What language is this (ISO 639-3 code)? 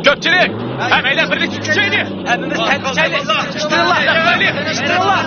uig